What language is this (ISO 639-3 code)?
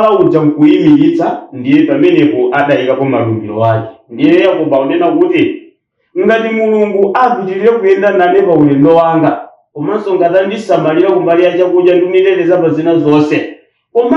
nya